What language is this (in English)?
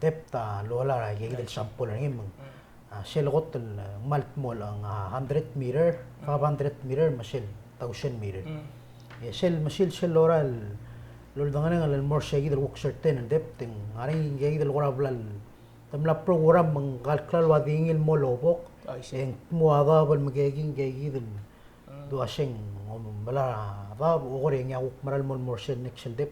Palauan